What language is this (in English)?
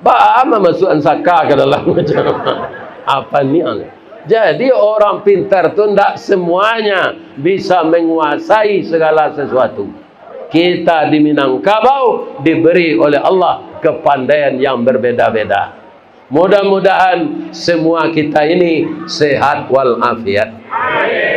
Minangkabau